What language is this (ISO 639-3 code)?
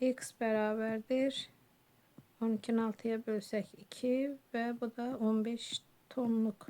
aze